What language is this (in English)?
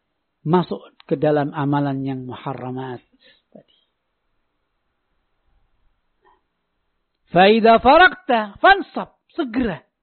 Indonesian